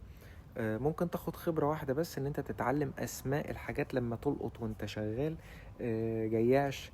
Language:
Egyptian Arabic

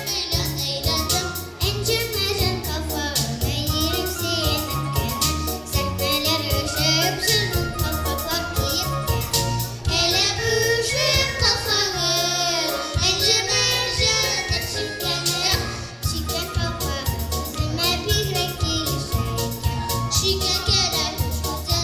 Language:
Tatar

